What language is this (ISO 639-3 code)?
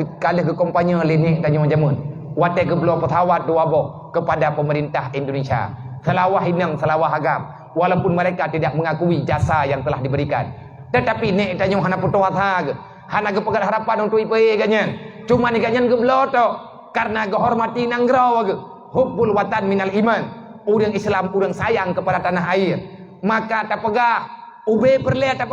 ace